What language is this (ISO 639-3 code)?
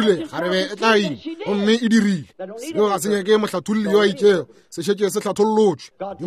nso